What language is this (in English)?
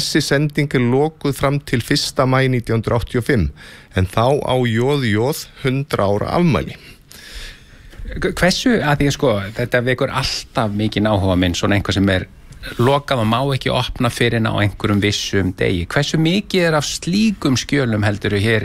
Icelandic